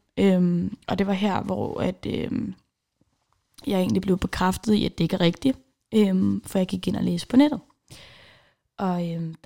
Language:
Danish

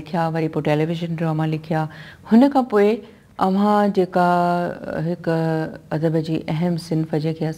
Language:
Sindhi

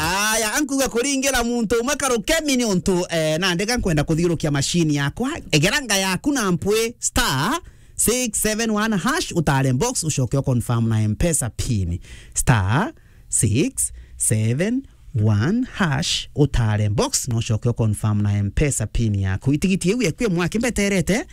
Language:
Meru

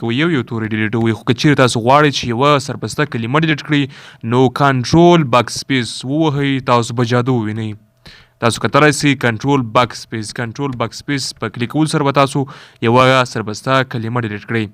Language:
Pashto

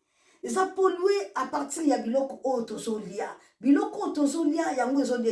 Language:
Lingala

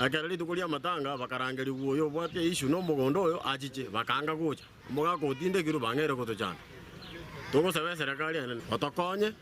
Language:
Gusii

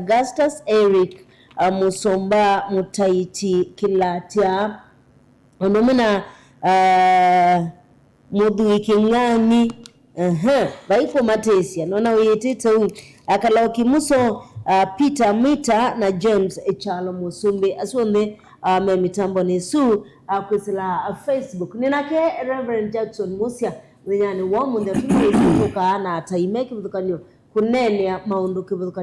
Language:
Kamba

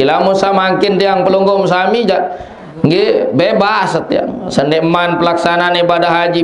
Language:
Sasak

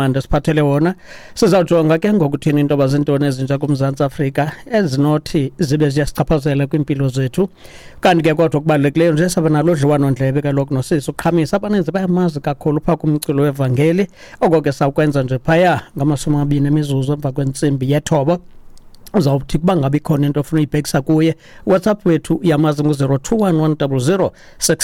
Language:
Xhosa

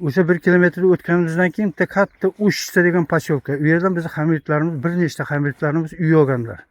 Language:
Uzbek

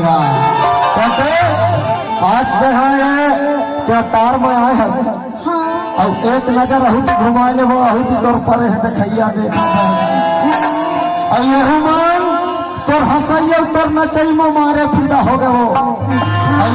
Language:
Chhattisgarhi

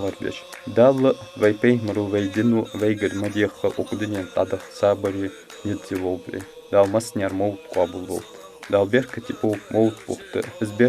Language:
Ingush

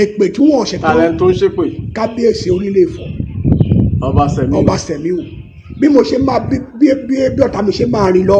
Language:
Yoruba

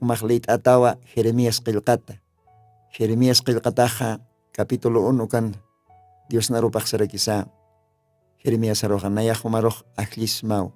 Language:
Aymara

